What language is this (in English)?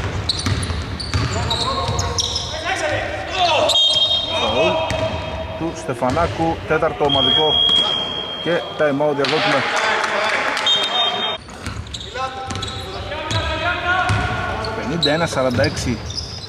Greek